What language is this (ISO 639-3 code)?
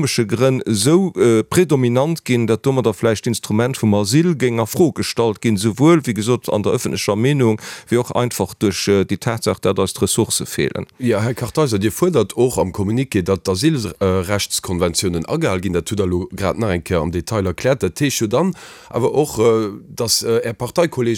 ltz